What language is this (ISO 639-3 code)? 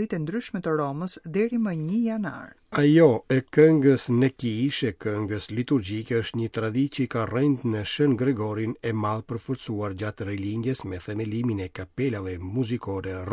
sqi